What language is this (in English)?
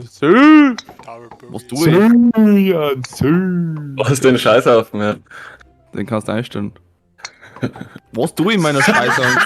Bavarian